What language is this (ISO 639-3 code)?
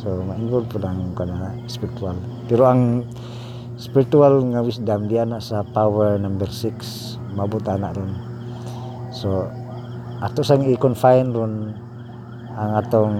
ceb